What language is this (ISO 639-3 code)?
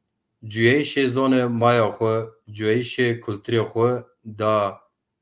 zza